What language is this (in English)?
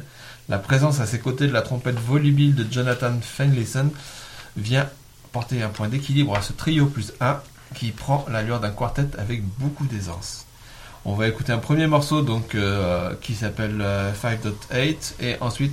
French